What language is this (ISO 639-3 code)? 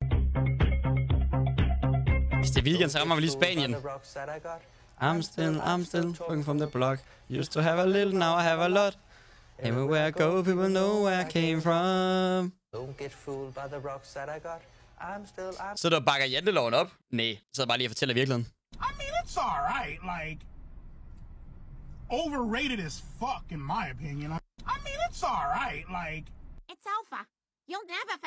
dan